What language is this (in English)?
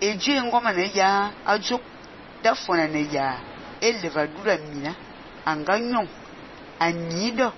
Fang